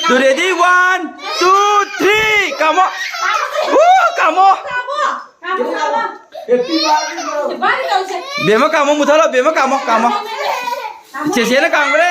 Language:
Manipuri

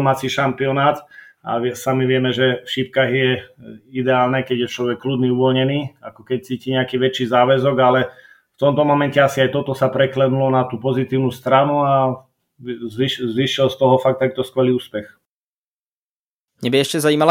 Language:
Slovak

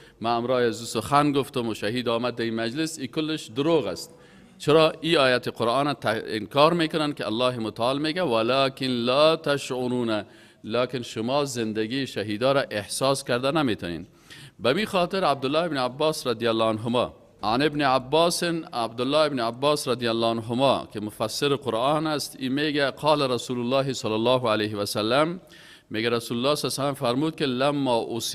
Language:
Persian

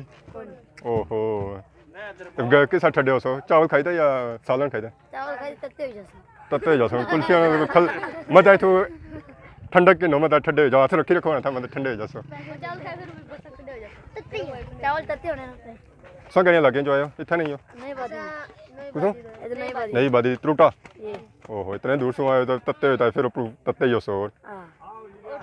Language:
Pahari-Potwari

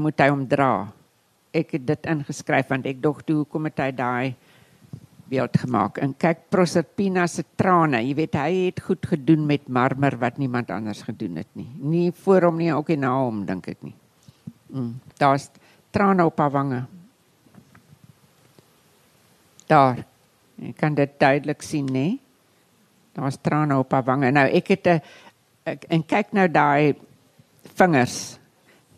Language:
Afrikaans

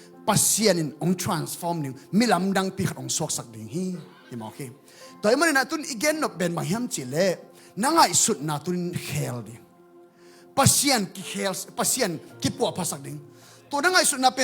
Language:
Tedim Chin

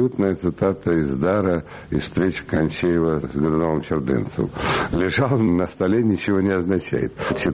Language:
Russian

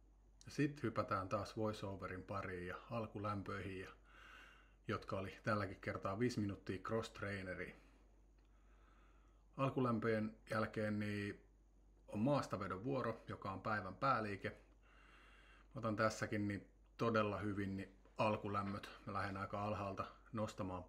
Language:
Finnish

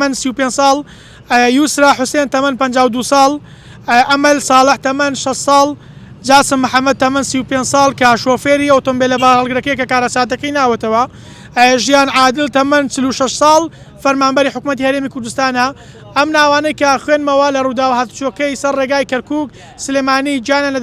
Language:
Central Kurdish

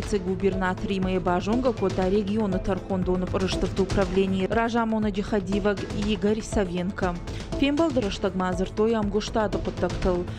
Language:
Ossetic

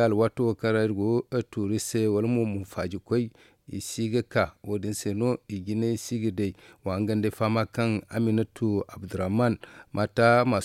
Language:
Zarma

